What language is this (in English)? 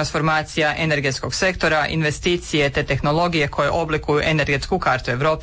Croatian